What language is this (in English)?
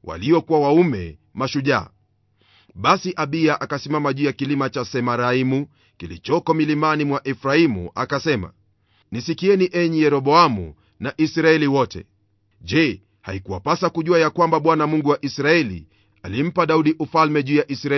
Swahili